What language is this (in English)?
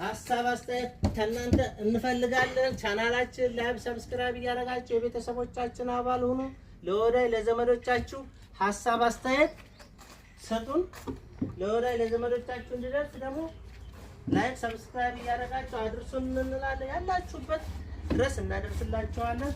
Amharic